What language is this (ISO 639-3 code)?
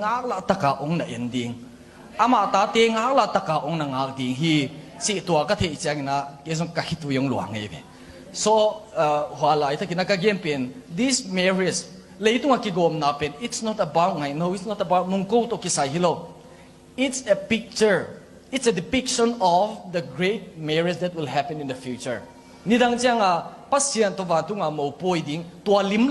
ctd